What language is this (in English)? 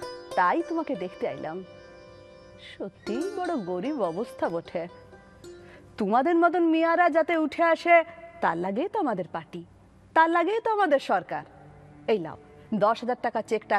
Bangla